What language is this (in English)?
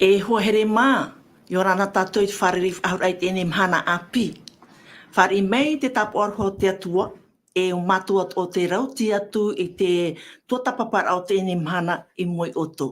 Tahitian